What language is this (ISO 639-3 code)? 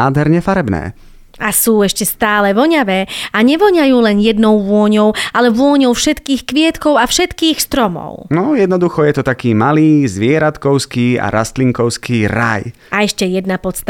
slk